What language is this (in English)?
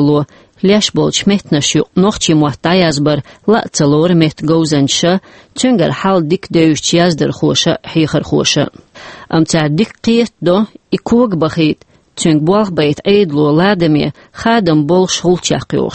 Chechen